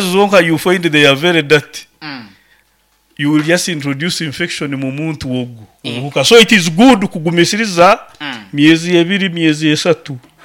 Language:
Nyoro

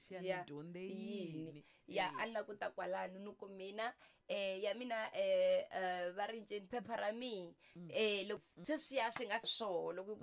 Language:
Tsonga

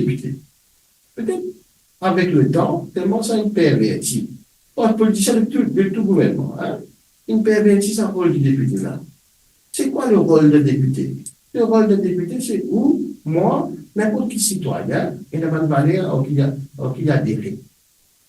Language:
Morisyen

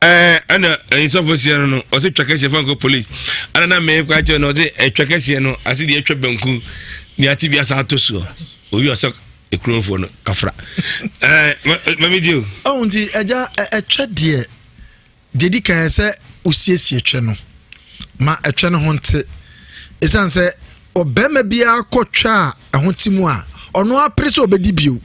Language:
Akan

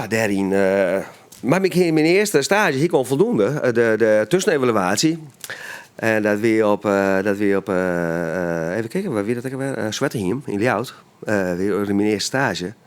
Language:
Western Frisian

